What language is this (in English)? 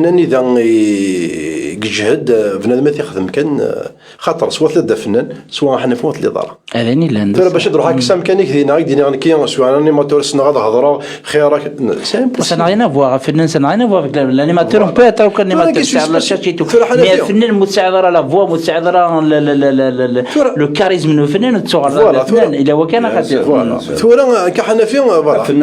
Kabyle